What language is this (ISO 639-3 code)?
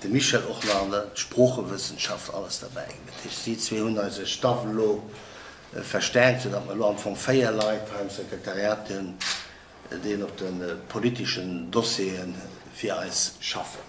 ltz